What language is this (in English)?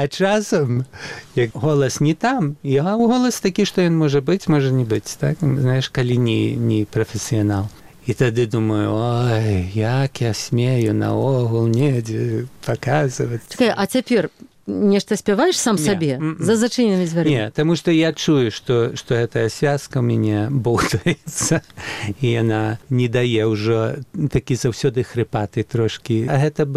Belarusian